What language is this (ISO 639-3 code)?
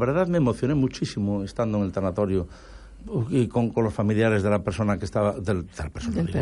spa